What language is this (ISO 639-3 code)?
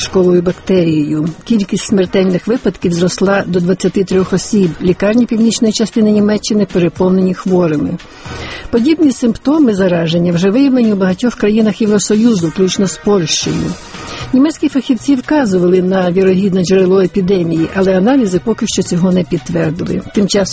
ukr